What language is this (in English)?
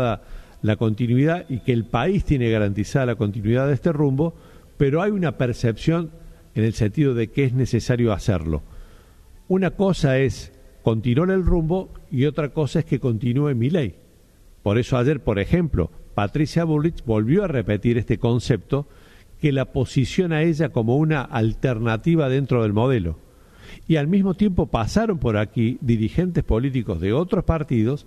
Spanish